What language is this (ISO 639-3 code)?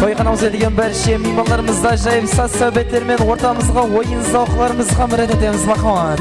kaa